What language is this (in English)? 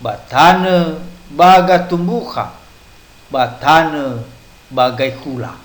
Nias